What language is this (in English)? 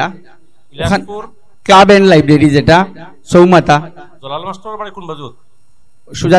Sylheti